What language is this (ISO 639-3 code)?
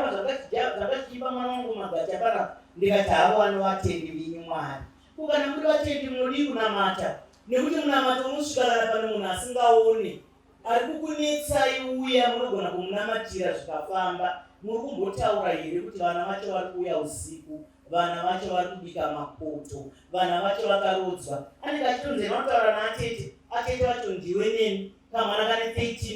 sna